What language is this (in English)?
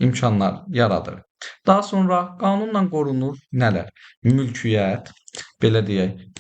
Azerbaijani